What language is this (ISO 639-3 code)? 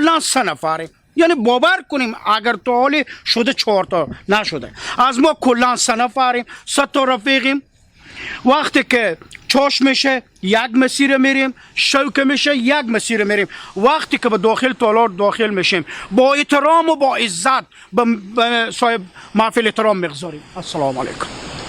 fas